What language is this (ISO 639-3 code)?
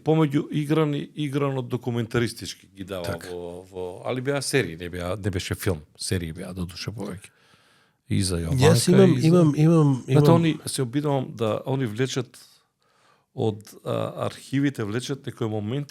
mkd